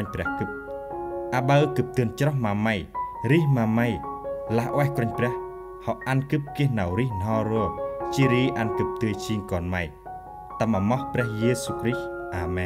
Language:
Central Mnong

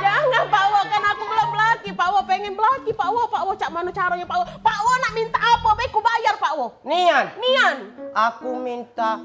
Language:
Musi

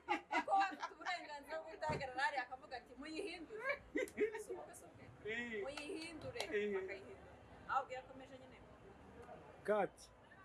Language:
Kinyarwanda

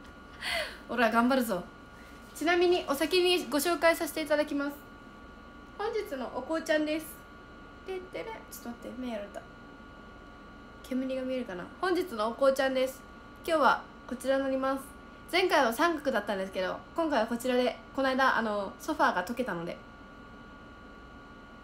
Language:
Japanese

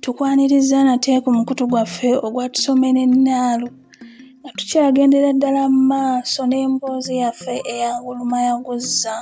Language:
Ganda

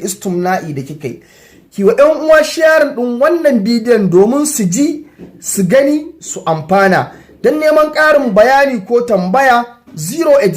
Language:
Hausa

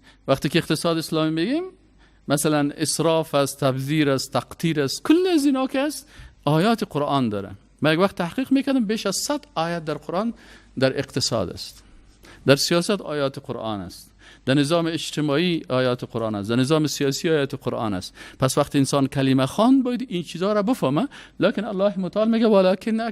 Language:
Persian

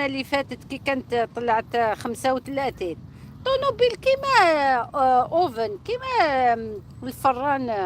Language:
Algerian Arabic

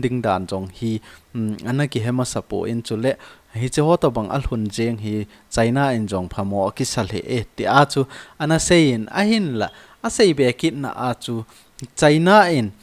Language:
Thado Chin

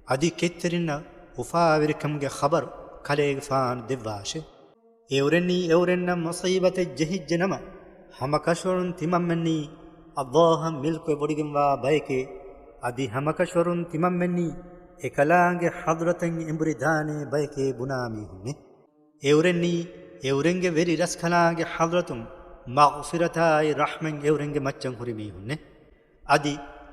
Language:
Divehi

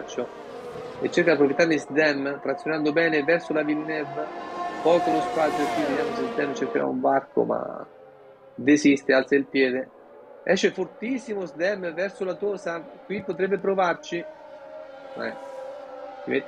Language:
Italian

